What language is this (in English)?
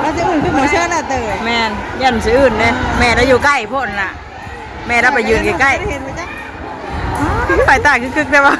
Northeastern Thai